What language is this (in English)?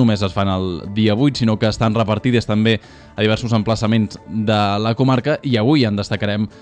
Catalan